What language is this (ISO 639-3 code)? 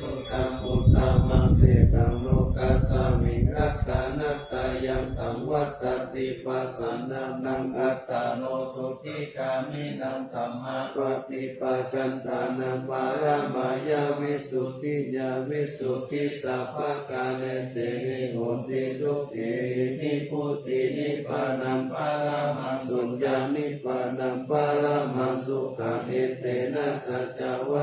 pli